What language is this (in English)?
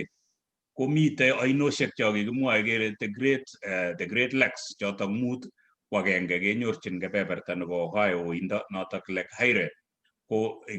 Kalenjin